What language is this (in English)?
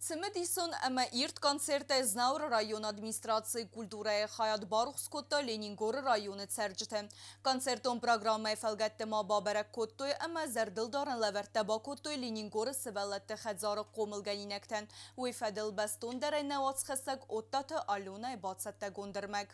Ossetic